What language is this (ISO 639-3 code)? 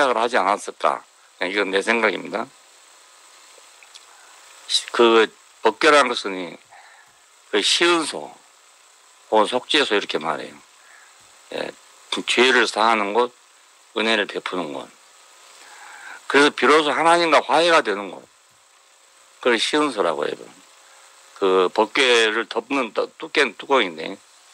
kor